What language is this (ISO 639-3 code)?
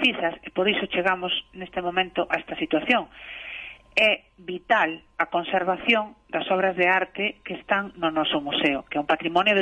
glg